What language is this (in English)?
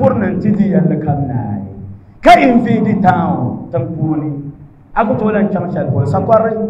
Dagbani